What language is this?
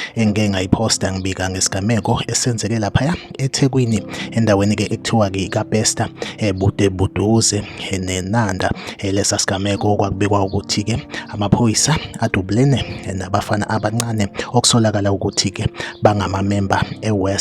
Zulu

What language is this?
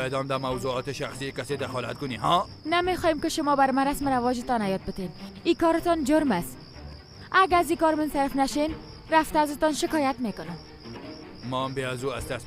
Persian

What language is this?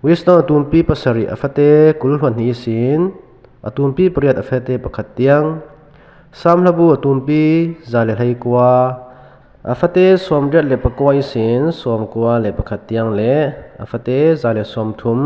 Falam Chin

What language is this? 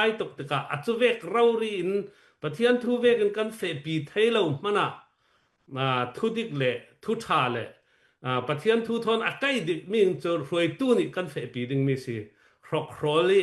Falam Chin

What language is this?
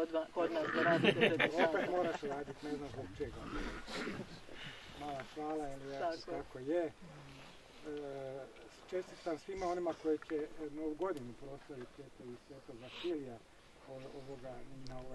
Croatian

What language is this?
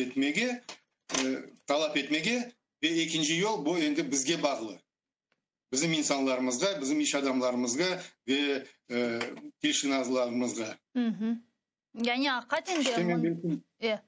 Crimean Tatar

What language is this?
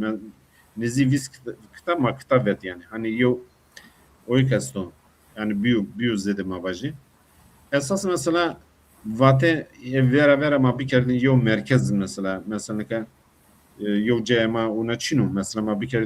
Zaza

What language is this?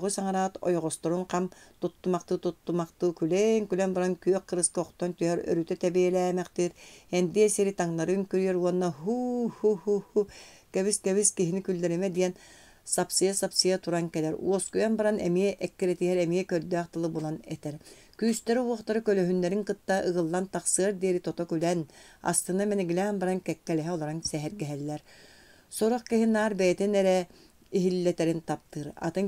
Yakut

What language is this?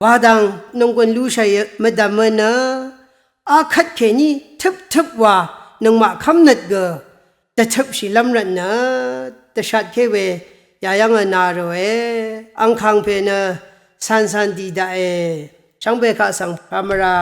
Rawang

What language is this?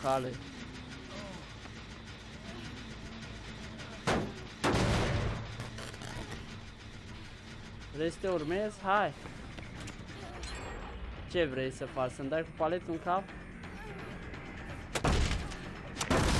Romanian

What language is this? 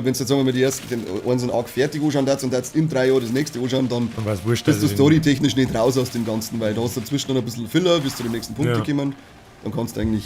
Bavarian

